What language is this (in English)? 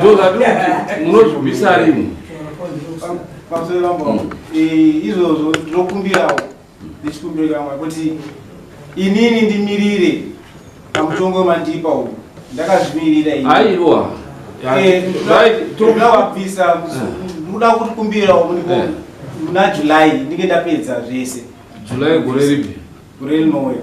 Shona